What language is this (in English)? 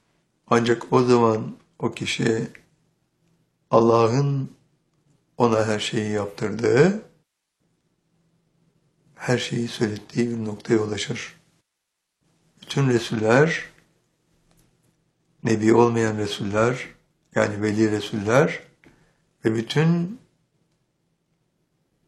Turkish